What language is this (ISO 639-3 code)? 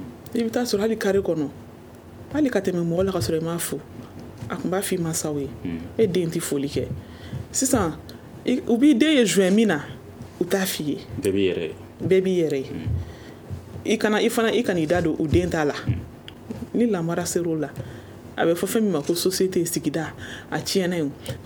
bam